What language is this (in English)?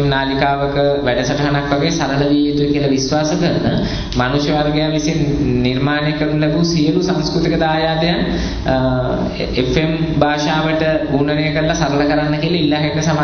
Sinhala